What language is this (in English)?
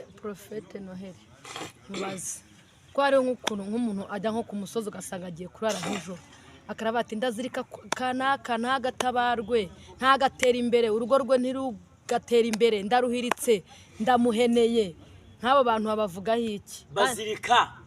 Kinyarwanda